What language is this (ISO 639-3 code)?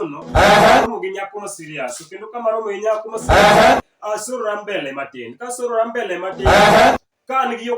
luo